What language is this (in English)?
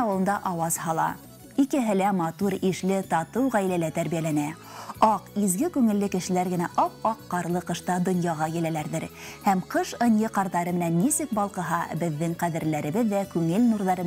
Bashkir